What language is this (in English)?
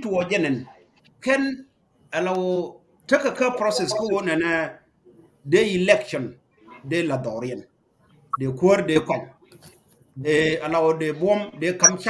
Nuer